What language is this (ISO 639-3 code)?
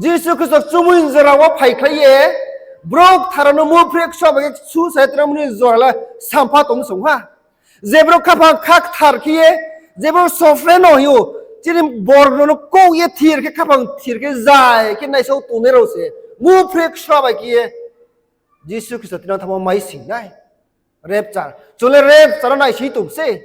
ria